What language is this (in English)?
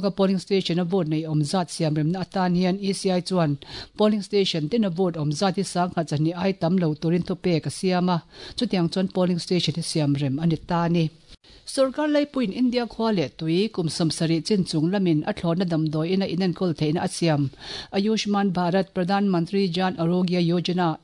Mizo